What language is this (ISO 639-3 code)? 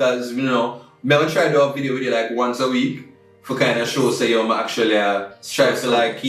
jam